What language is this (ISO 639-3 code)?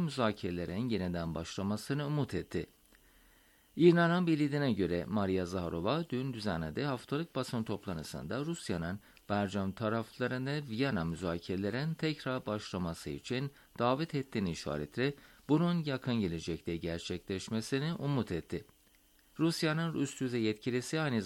tur